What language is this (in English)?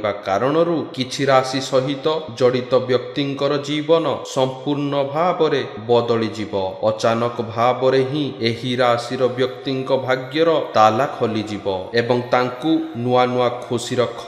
Odia